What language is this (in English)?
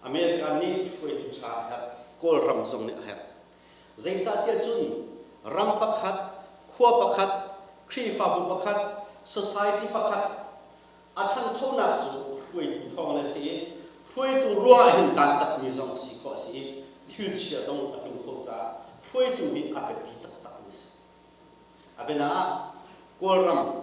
Hakha Chin